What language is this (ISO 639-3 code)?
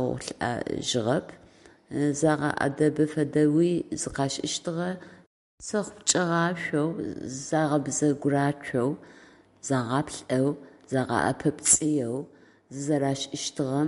ady